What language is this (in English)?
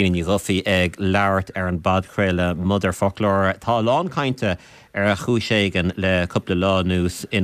Irish